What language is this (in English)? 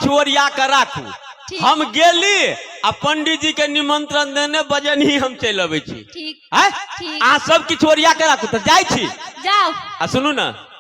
Maithili